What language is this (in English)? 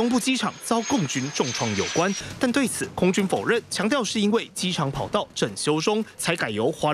Chinese